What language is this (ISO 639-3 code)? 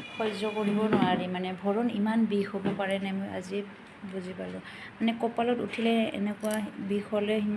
asm